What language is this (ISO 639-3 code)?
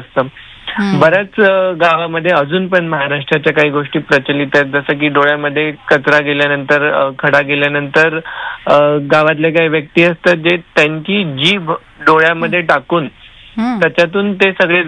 mar